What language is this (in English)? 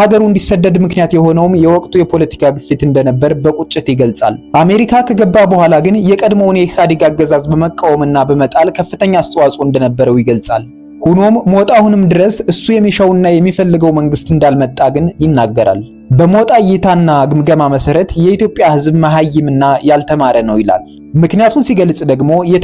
Amharic